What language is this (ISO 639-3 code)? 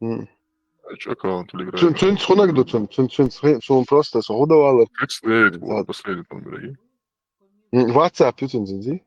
che